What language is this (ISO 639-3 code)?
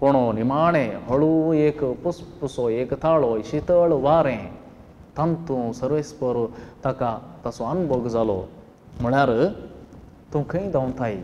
kok